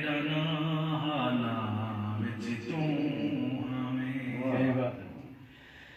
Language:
Saraiki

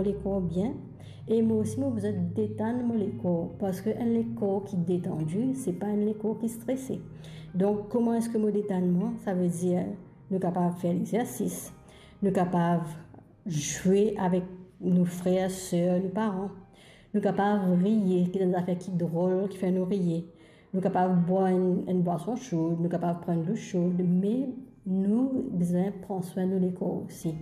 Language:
Morisyen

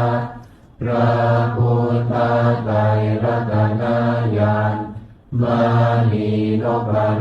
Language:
Pali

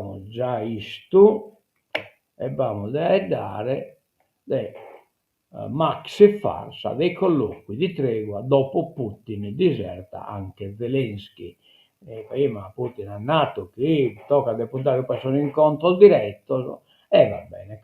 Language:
Sardinian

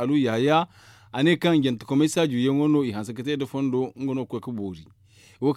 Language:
Zarma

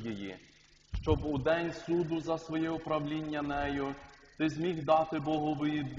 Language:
Ukrainian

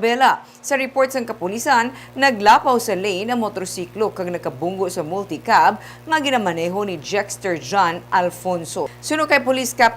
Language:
Hiligaynon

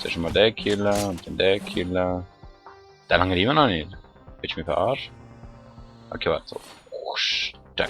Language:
Swiss German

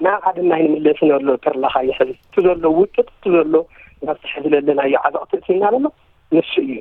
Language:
Tigrinya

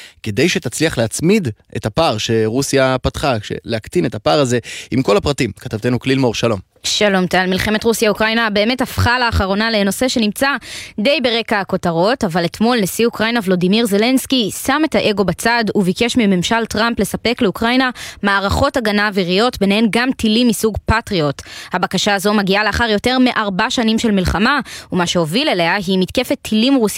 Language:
Hebrew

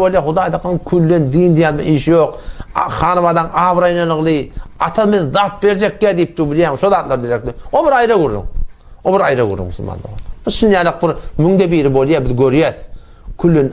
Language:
Turkmen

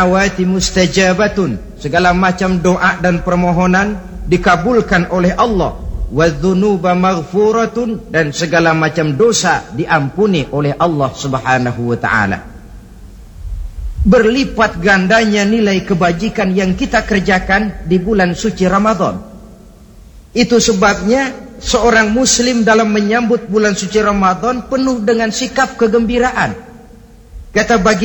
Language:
Indonesian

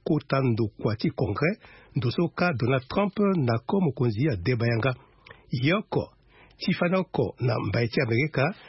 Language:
Sango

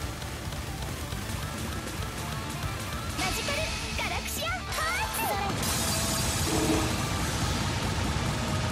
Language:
Japanese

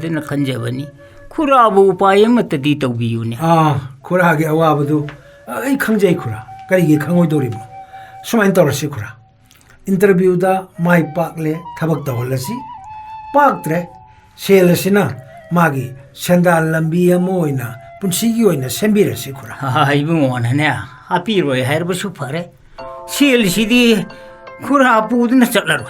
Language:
Manipuri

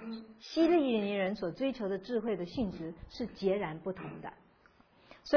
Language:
Chinese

